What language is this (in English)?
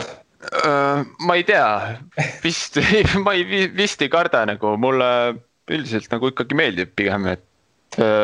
Estonian